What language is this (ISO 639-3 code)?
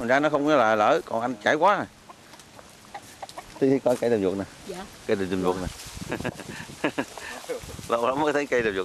vie